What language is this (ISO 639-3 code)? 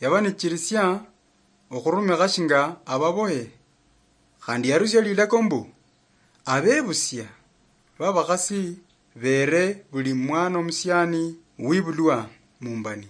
luy